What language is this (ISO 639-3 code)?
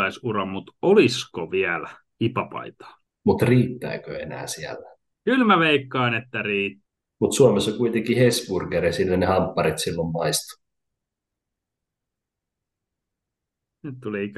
fin